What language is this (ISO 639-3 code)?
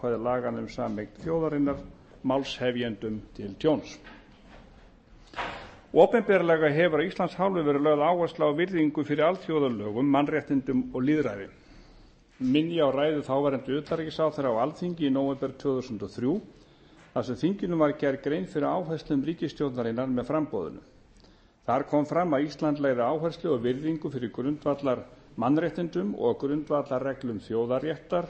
isl